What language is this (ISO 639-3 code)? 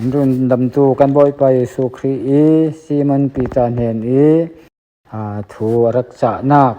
cfm